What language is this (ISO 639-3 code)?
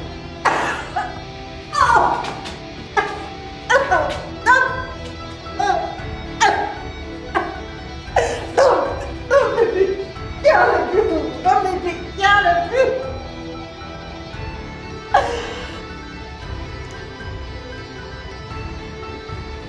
ita